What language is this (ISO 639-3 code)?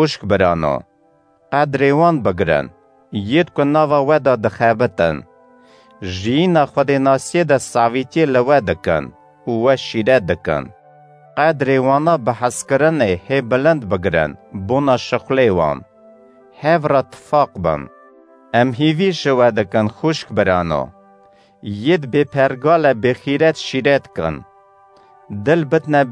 kur